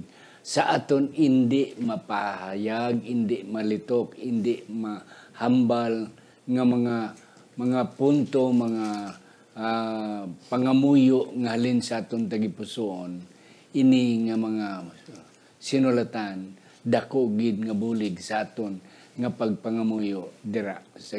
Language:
Hiligaynon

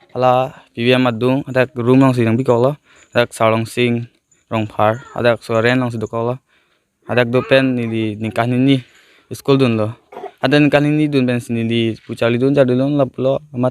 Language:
Karbi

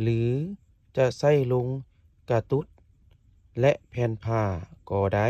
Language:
Lao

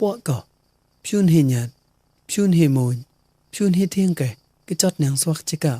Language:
Mon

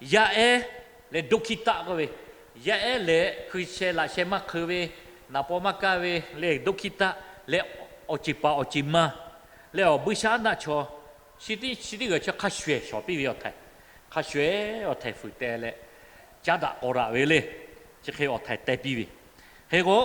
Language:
Lahu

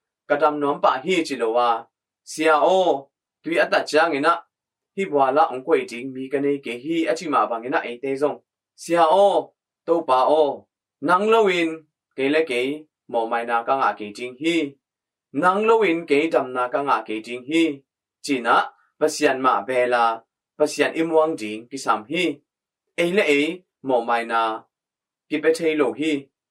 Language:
Tedim Chin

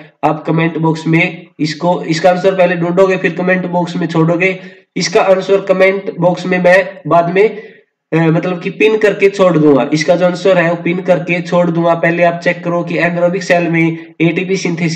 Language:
Hindi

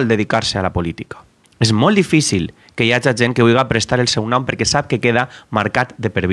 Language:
Catalan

